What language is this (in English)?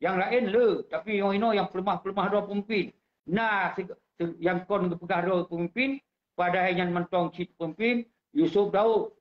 Achinese